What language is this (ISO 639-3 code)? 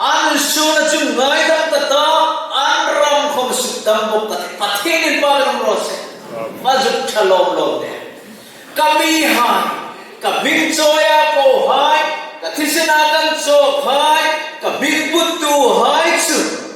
hmr